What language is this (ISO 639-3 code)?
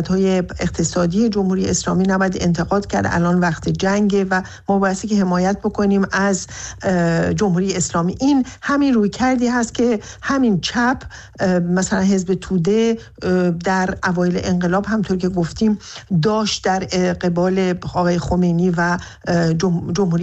fas